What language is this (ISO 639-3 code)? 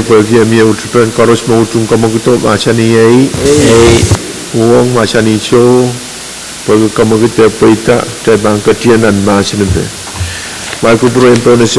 pon